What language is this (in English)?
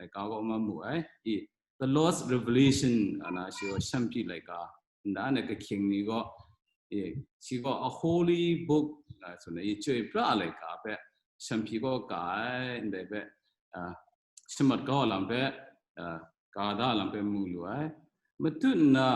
Kachin